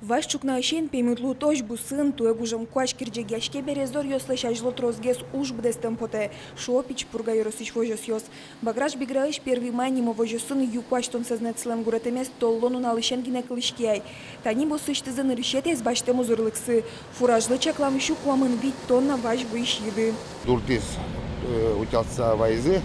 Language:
Udmurt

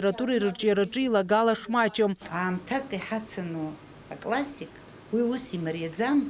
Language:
Abkhazian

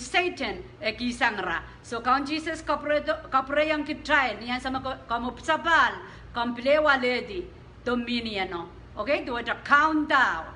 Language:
Pohnpeian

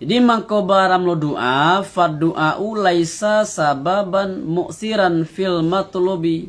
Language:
Minangkabau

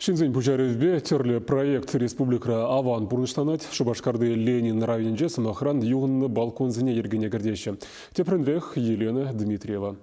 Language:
Chuvash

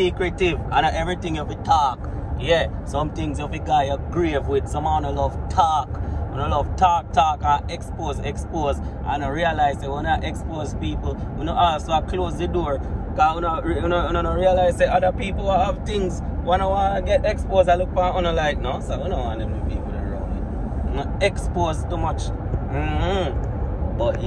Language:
Jamaican Creole English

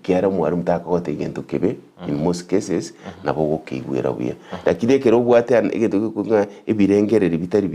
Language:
Gusii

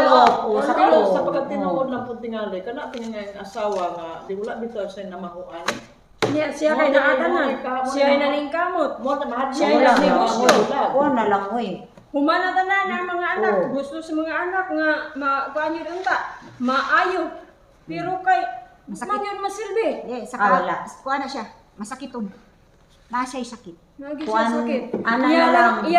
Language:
Cebuano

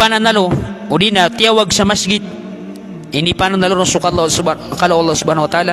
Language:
Maranao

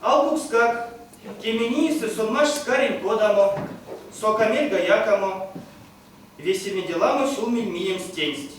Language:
Erzya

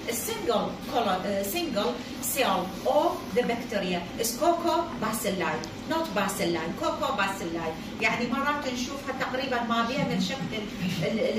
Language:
Mesopotamian Arabic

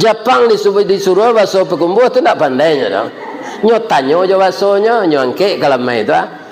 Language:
Minangkabau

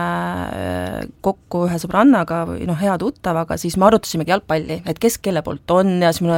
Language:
Estonian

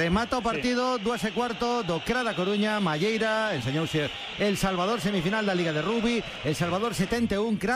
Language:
Galician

